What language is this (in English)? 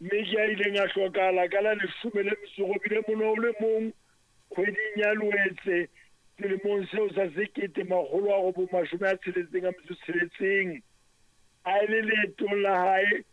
Southern Sotho